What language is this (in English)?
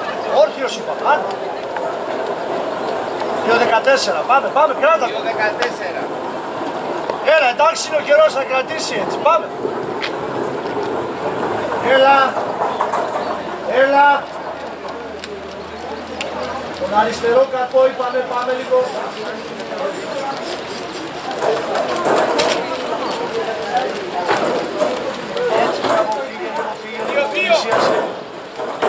Greek